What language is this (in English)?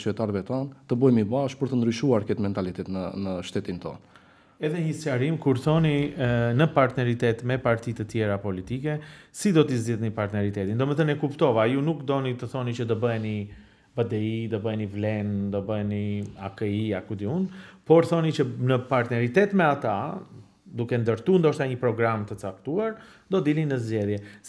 Albanian